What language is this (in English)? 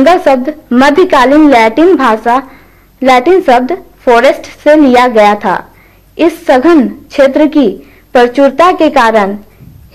Hindi